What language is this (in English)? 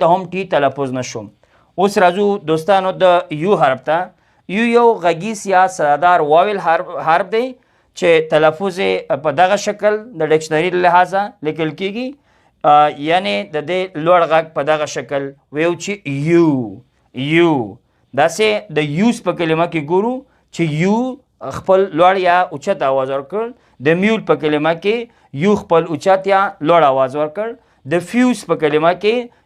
Pashto